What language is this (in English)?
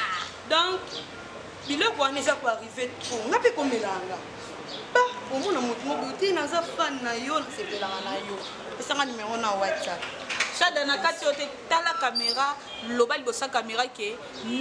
Lingala